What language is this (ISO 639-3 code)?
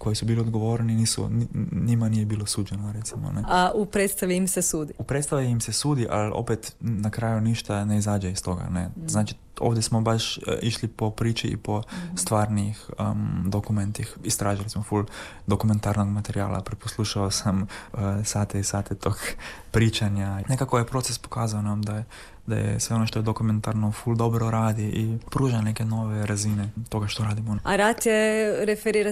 hrv